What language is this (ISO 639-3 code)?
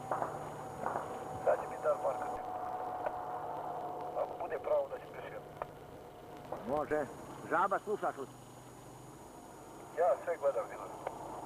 bos